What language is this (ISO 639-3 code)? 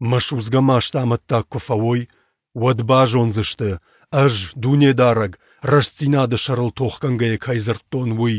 oss